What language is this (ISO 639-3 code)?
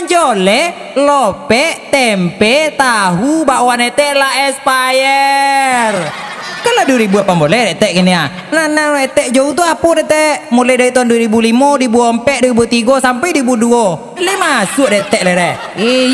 min